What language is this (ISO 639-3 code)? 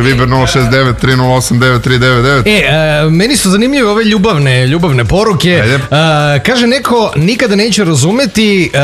srp